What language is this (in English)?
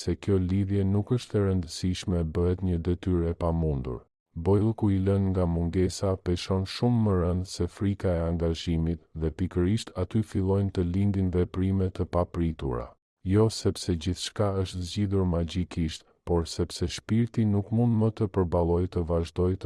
Albanian